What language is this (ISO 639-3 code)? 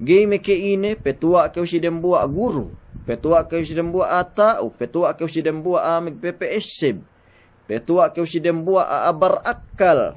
yka